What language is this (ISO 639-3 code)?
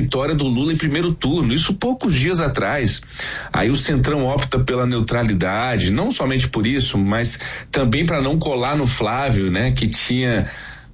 por